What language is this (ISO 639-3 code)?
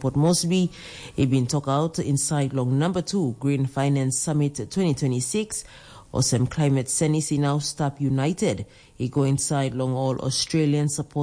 tpi